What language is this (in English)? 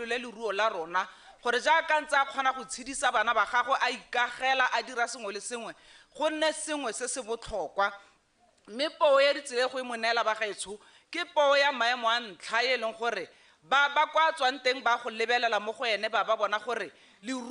Tswana